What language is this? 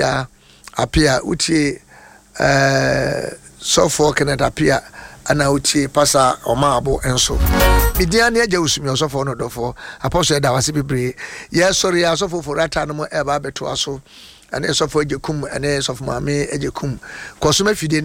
Akan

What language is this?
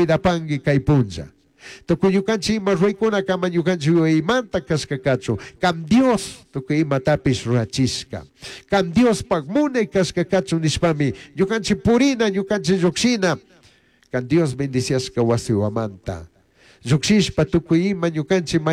Chimborazo Highland Quichua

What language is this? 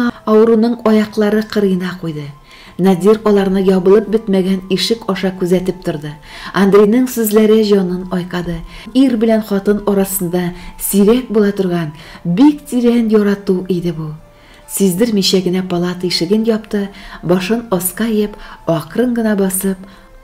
Tatar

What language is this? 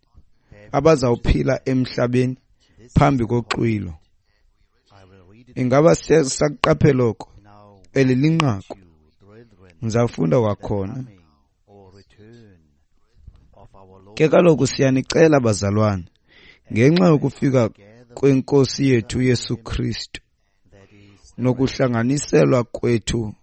Xhosa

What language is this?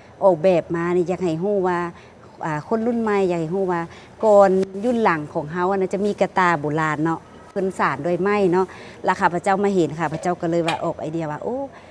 Lao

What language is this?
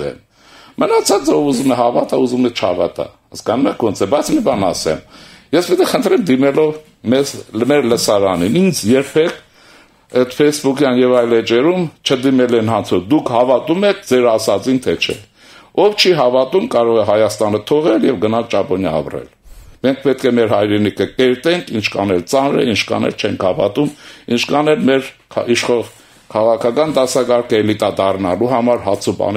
Armenian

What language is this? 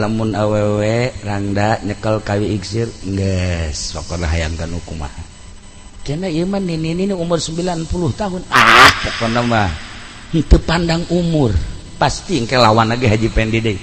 Sundanese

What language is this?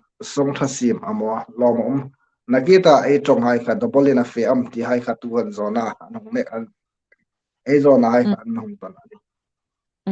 Hmar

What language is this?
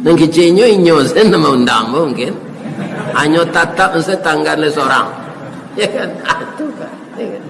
Minangkabau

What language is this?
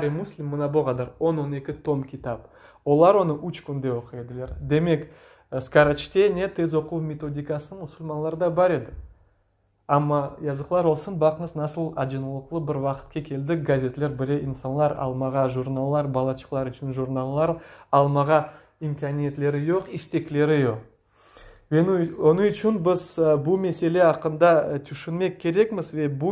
Crimean Tatar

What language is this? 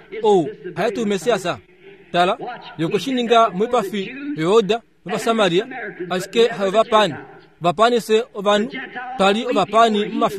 Kuanyama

